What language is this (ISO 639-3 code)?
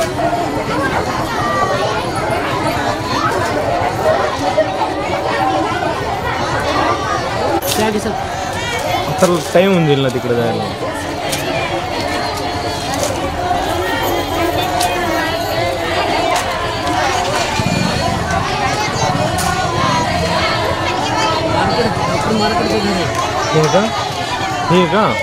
mar